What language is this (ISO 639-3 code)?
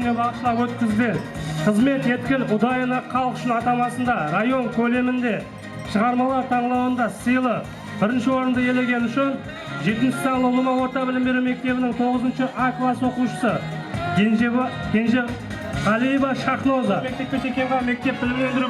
kaa